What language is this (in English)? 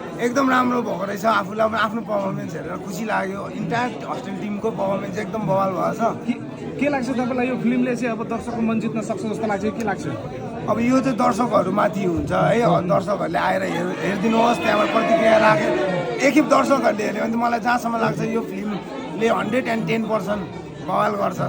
Nepali